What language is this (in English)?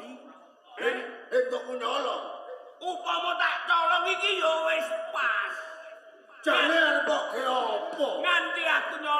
Javanese